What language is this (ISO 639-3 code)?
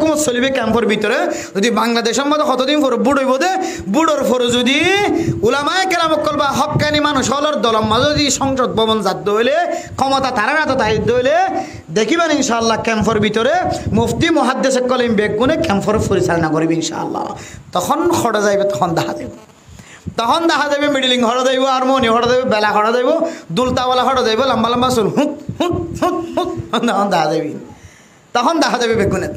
rhg